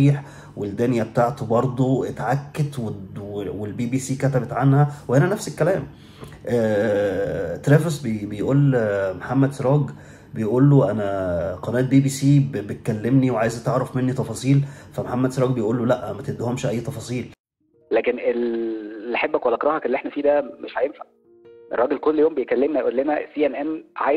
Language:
Egyptian Arabic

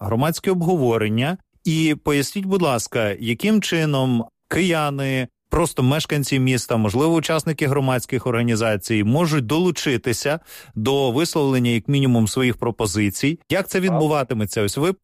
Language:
Ukrainian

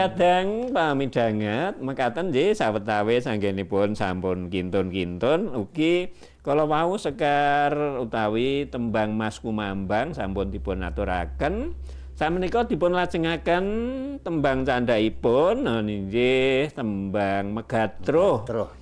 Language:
Javanese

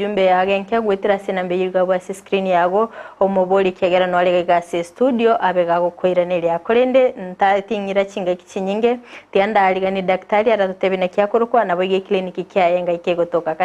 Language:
Gusii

